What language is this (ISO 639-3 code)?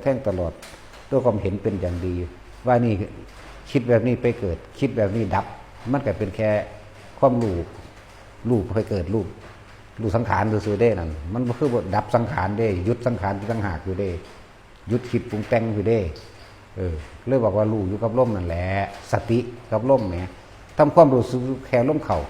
tts